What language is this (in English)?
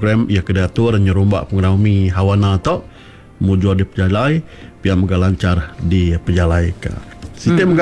Iban